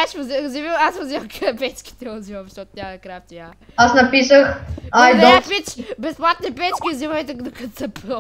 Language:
Bulgarian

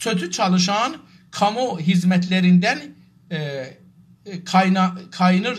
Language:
South Azerbaijani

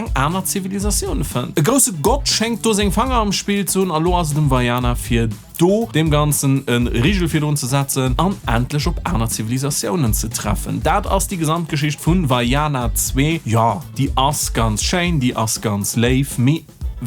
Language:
Luxembourgish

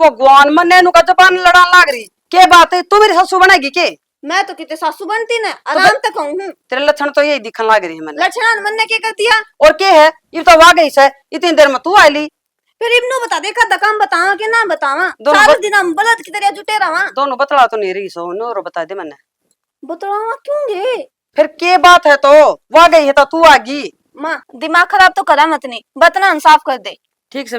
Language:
Haryanvi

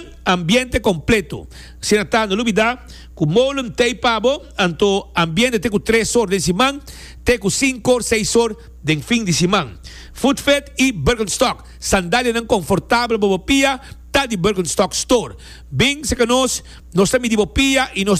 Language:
Papiamento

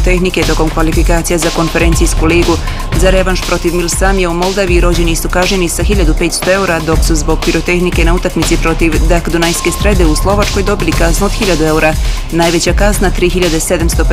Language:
Bosnian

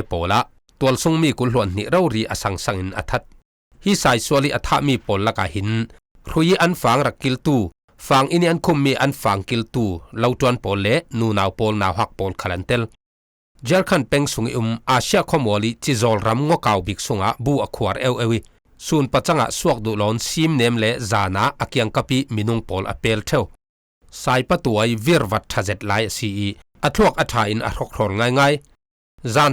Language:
Falam Chin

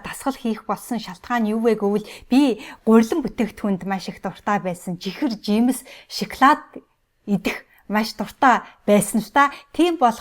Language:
Mongolian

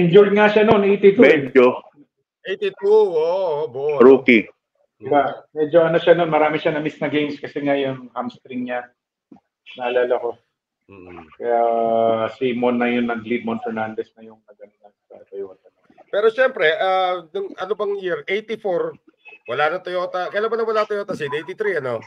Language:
Filipino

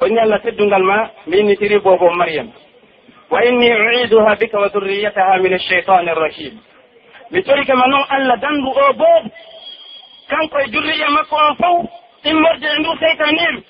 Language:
Pular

